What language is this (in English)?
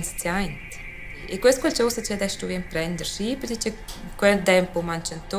Romansh